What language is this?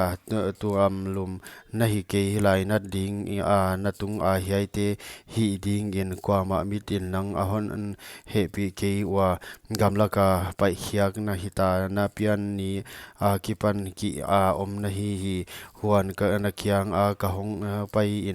Paite Chin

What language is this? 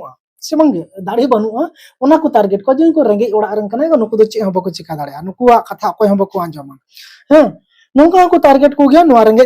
Santali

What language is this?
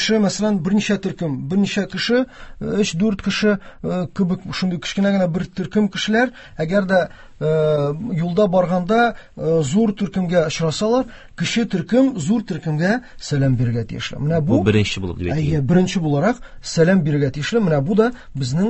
Tatar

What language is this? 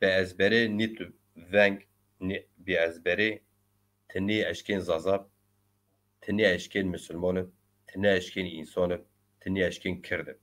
Zaza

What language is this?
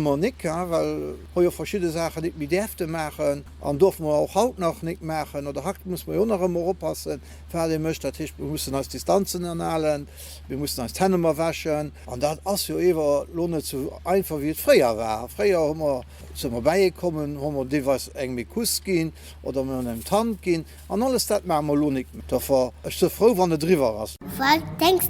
Luxembourgish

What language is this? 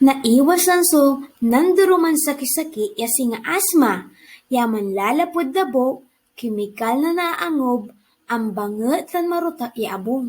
Pangasinan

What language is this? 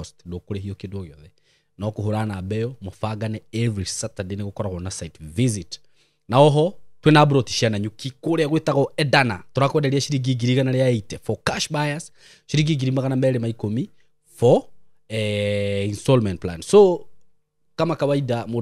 Kikuyu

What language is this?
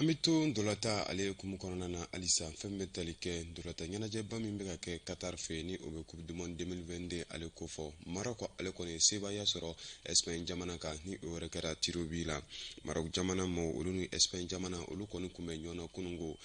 Bambara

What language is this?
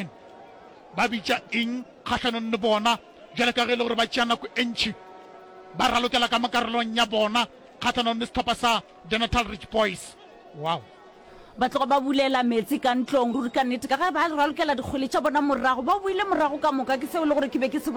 Northern Sotho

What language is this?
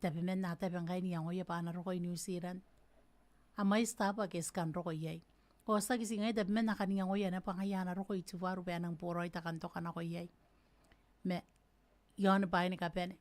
Gilbertese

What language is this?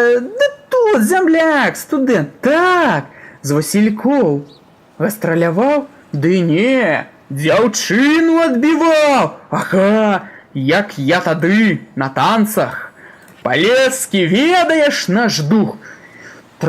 Belarusian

